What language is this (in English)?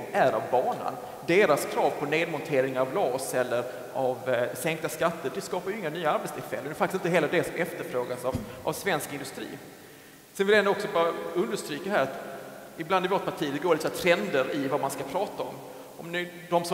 Swedish